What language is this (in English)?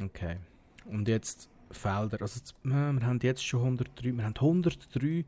Swiss German